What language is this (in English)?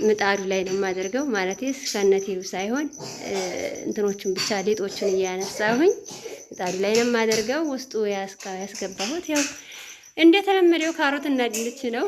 Amharic